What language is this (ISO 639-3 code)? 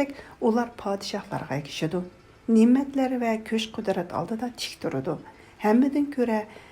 uig